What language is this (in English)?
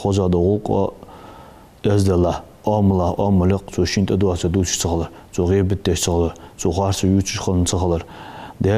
Ingush